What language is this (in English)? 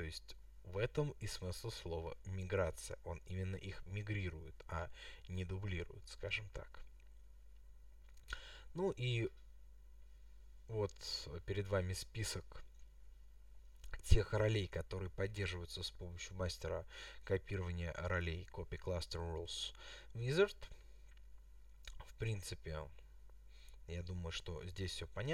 Russian